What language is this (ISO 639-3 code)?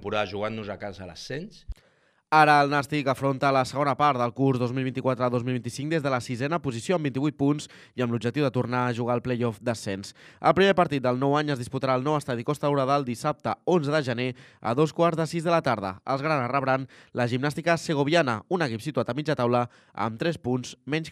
cat